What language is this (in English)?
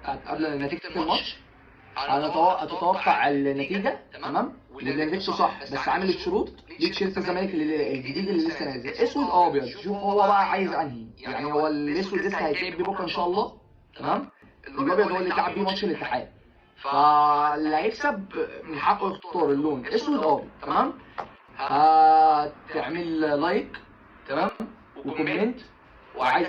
Egyptian Arabic